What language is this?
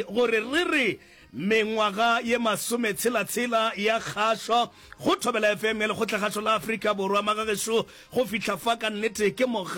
Northern Sotho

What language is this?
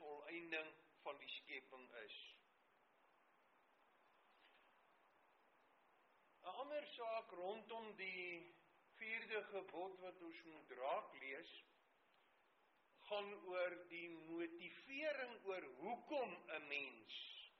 Afrikaans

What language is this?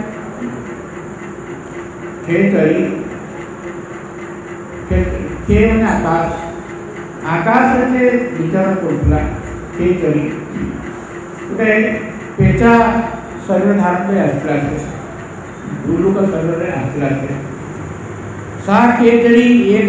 Odia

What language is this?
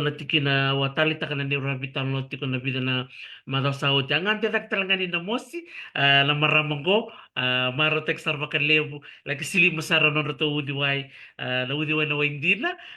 Fijian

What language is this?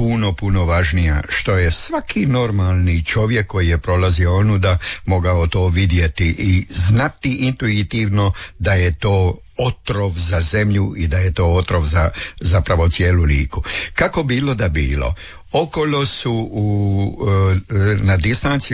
Croatian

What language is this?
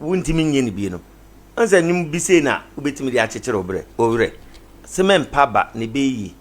Akan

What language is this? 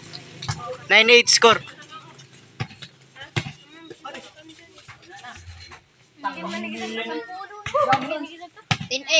Filipino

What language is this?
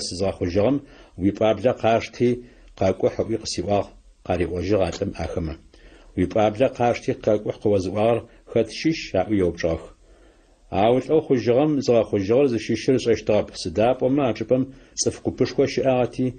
Adyghe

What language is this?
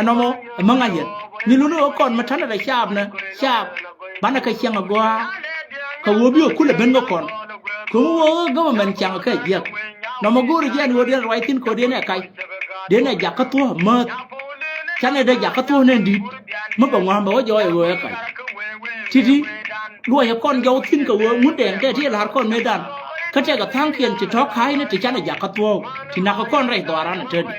Nuer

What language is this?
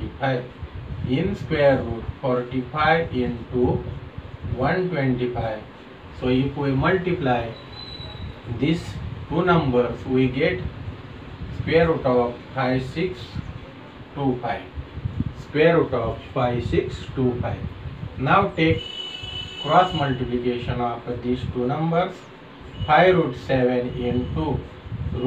English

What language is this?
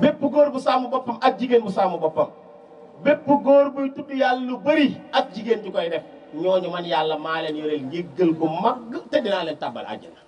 Wolof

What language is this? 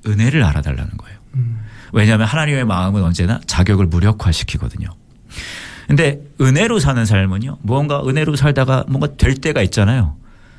Korean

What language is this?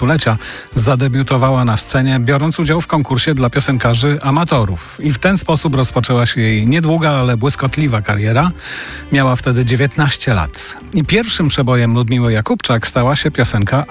Polish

